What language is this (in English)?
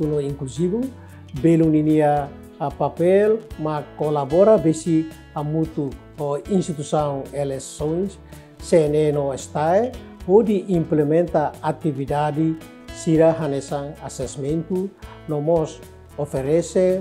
Tetum